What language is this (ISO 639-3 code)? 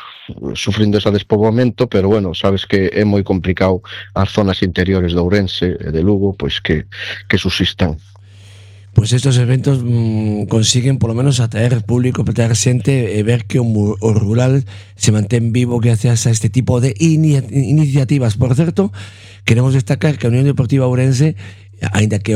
glg